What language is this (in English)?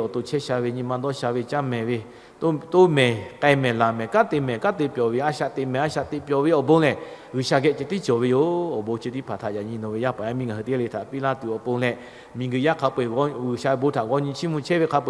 Lahu